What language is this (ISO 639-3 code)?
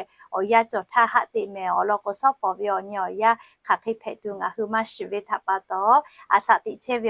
lhu